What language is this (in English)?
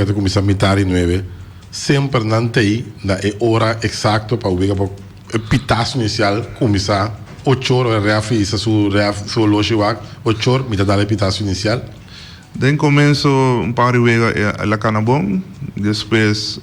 Papiamento